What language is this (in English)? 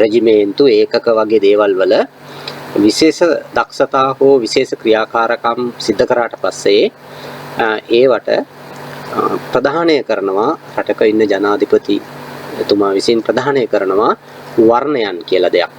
Sinhala